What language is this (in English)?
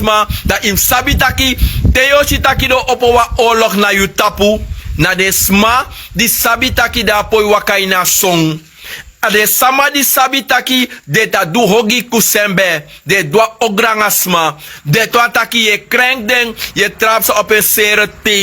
Sranan Tongo